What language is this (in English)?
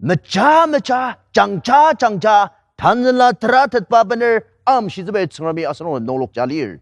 Ao Naga